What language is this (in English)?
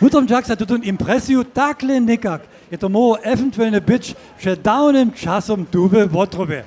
Upper Sorbian